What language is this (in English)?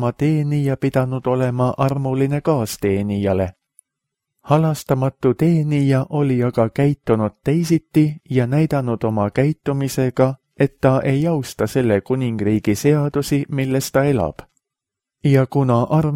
Estonian